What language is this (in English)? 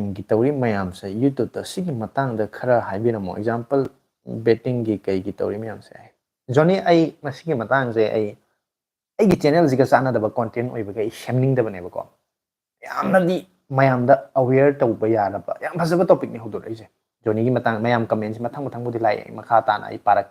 Manipuri